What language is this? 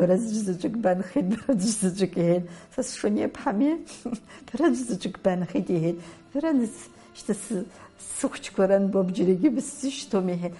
Abkhazian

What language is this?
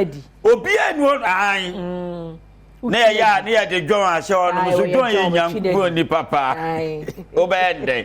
Akan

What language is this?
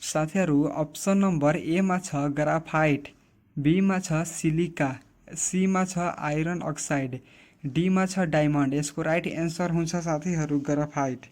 Nepali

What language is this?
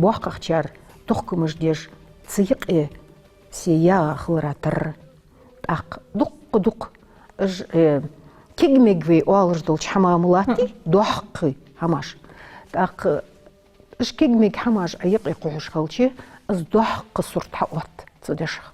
Ingush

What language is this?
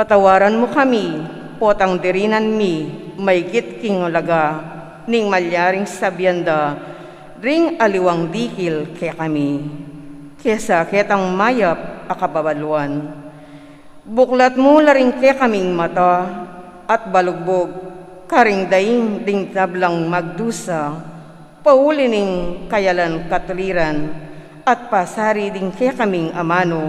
Pampanga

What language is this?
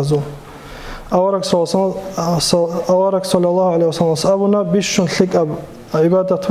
Avaric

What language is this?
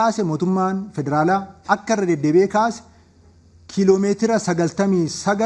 Oromo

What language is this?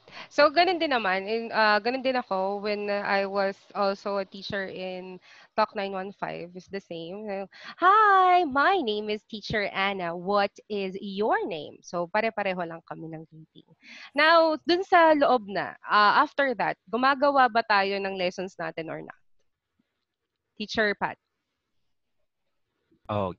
Filipino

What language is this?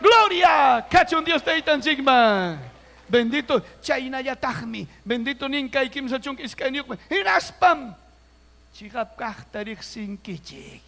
Ayacucho Quechua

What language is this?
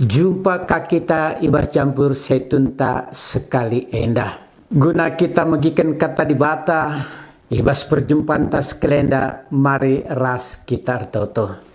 Batak Karo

